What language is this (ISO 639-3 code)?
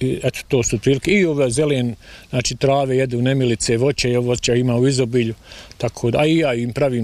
bos